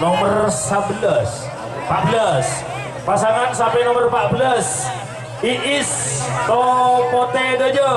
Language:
Madurese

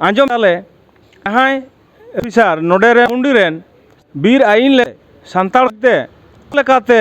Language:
Santali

